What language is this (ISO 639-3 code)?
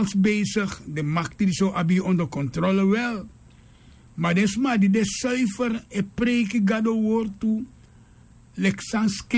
srn